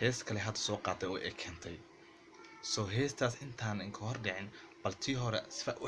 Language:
Somali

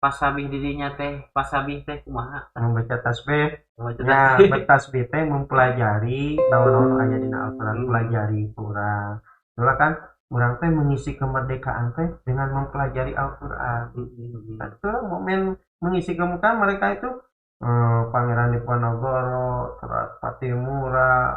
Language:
Sundanese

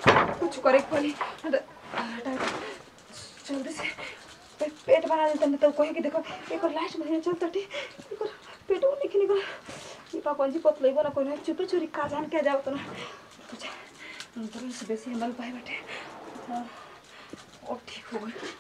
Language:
Bhojpuri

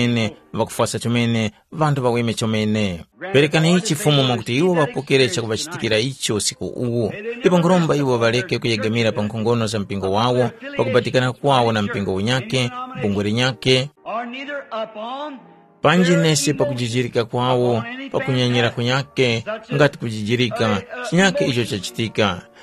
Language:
Tumbuka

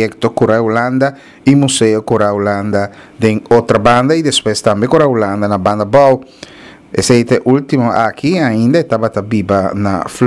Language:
Papiamento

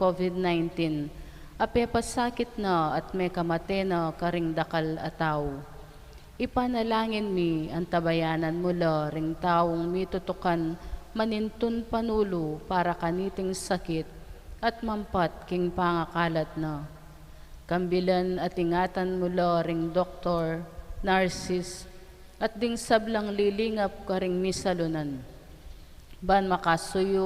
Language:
Pampanga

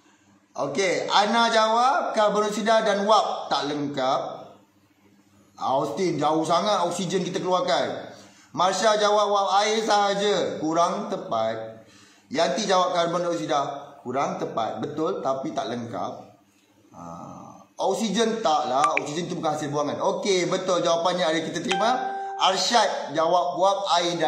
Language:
Malay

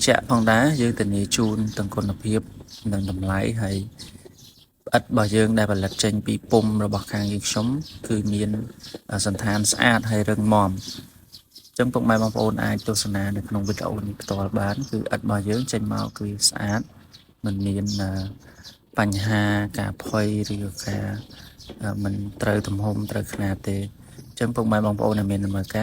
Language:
Khmer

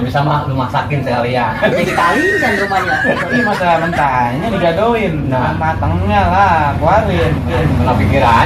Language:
Betawi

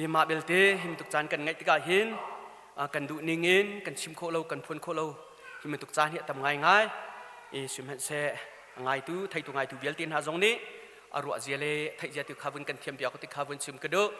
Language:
Hakha Chin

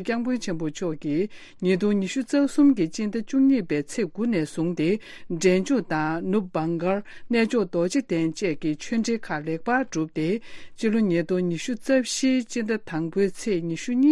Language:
Tibetan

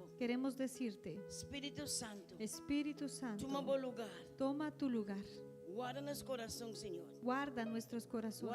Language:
Papiamento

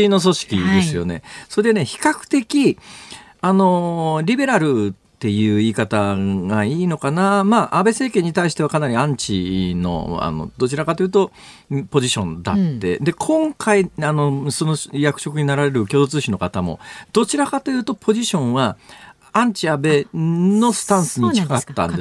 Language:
Japanese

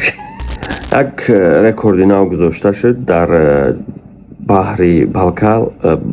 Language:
Tajik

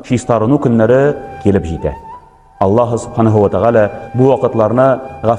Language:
Tatar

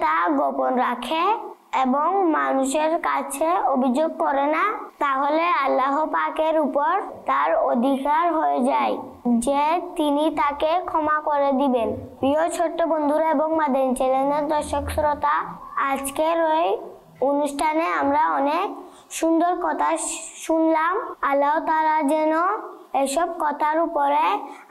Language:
Bangla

